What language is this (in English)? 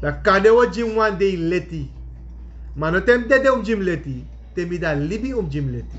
Sranan Tongo